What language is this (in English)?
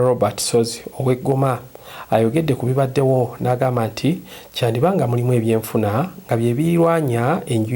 Ganda